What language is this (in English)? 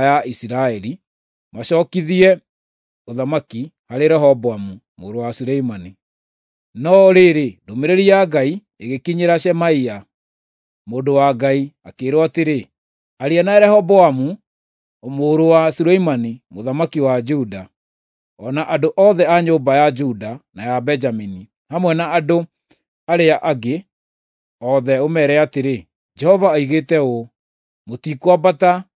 Kikuyu